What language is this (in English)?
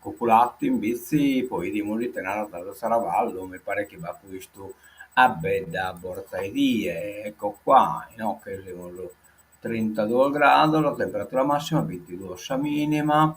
Sardinian